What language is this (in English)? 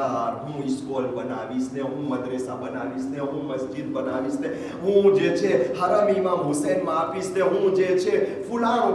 Gujarati